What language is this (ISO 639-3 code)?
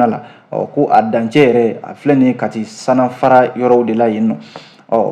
bam